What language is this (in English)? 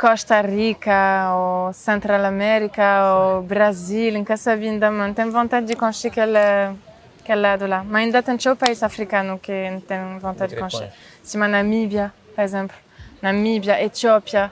Kabuverdianu